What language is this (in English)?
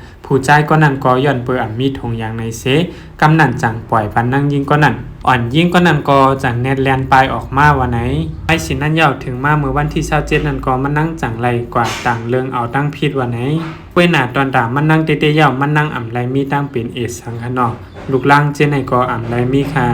Shan